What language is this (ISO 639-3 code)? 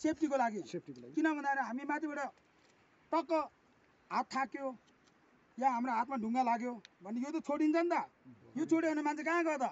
nep